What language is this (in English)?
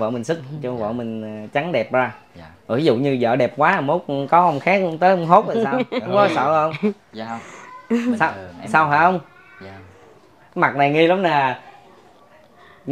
Vietnamese